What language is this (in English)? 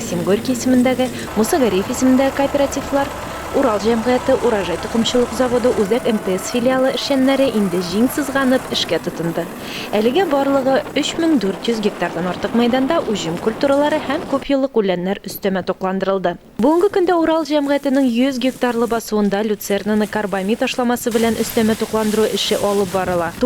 Tatar